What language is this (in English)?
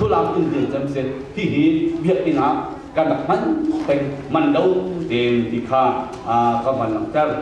Hakha Chin